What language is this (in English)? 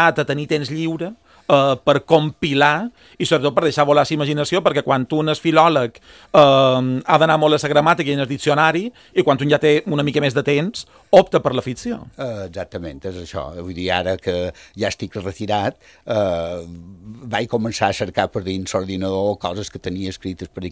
Catalan